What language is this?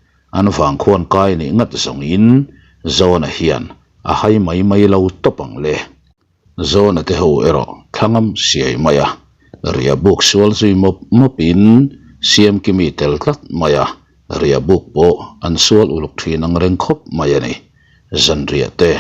Mizo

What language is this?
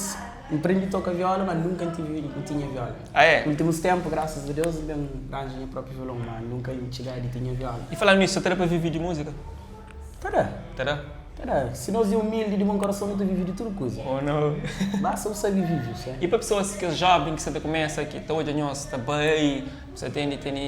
Kabuverdianu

